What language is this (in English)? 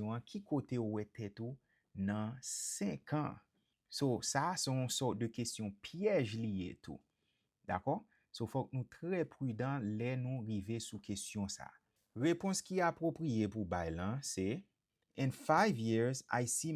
Haitian Creole